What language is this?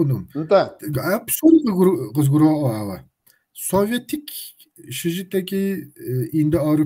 Kabardian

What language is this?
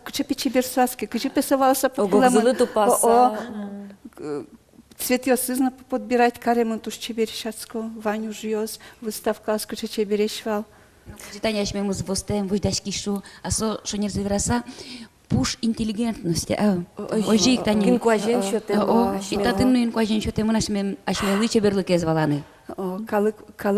Udmurt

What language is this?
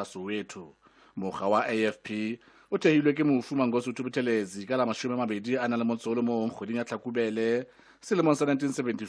Southern Sotho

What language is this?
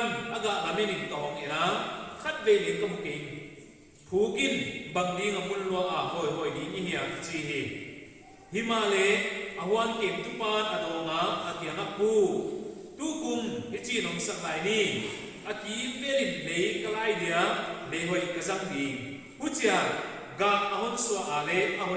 Paite Chin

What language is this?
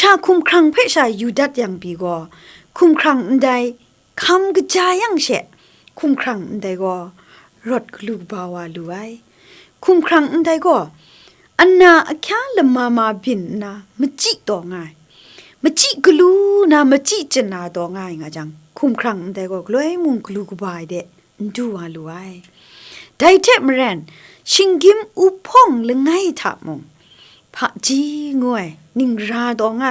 Kachin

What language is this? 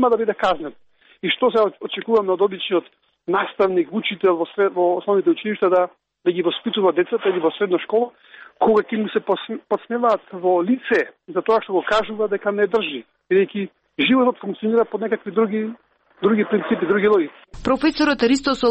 Macedonian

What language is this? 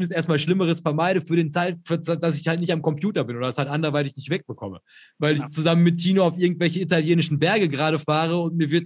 German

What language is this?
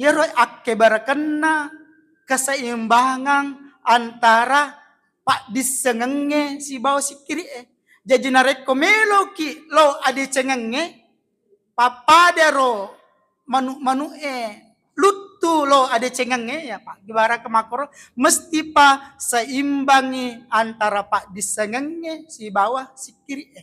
Buginese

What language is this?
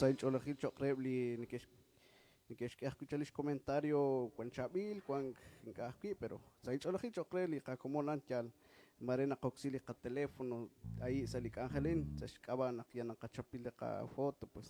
Kekchí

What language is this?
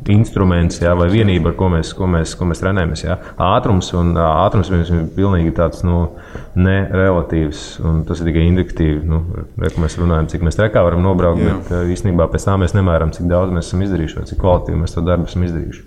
Latvian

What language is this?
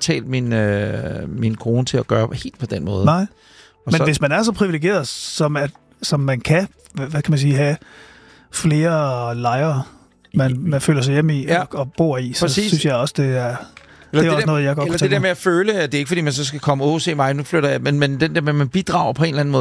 Danish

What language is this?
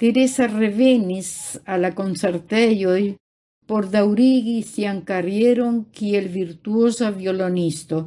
Esperanto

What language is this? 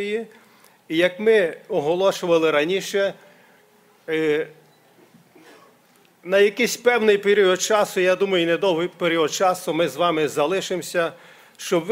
Ukrainian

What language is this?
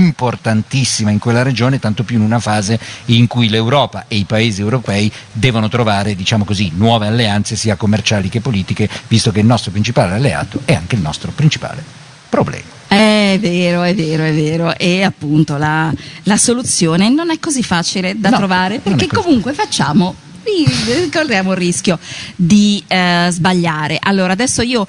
Italian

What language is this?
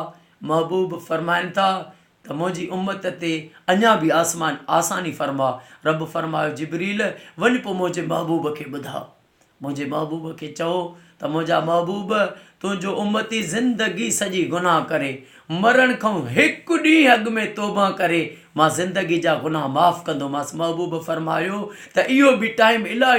Sindhi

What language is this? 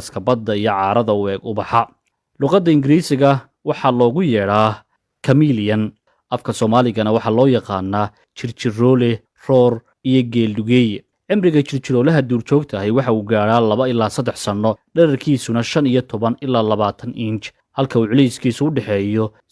Somali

